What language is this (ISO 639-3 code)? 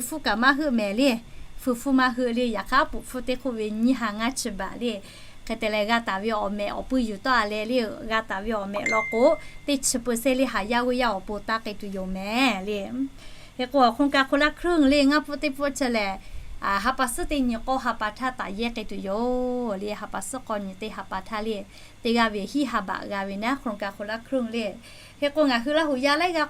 lhu